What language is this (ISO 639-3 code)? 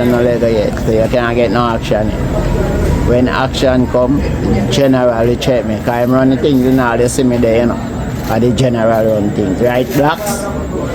jam